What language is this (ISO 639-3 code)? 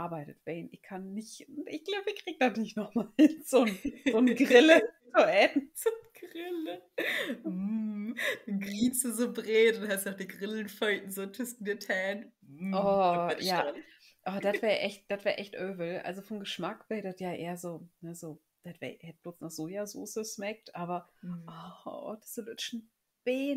nds